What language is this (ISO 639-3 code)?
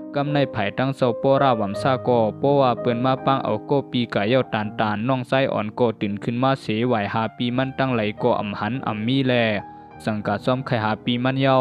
shn